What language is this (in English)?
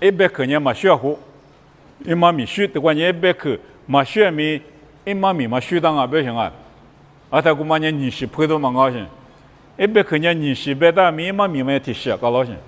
Lisu